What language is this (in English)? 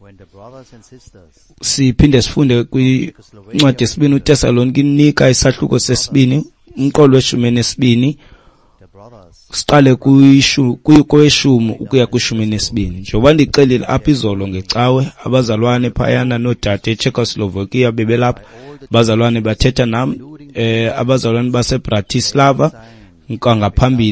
Xhosa